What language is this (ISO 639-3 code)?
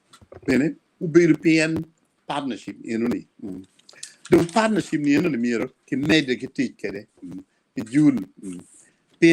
ach